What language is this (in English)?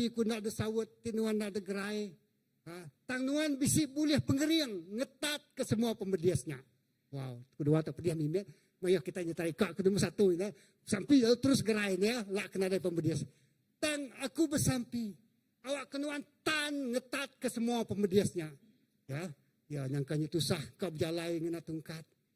Iban